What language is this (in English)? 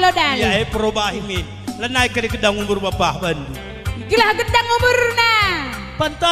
Batak Karo